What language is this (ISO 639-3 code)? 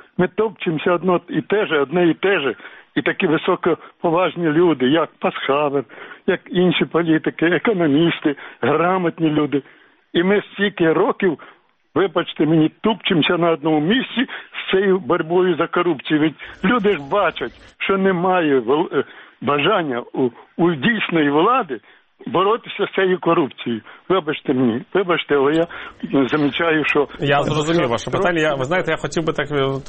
ukr